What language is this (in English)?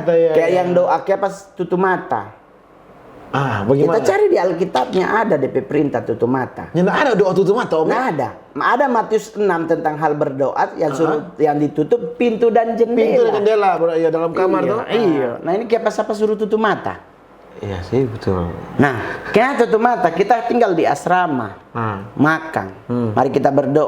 Manado Malay